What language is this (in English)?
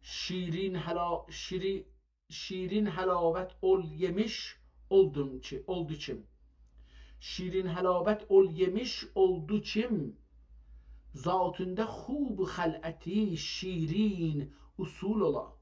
South Azerbaijani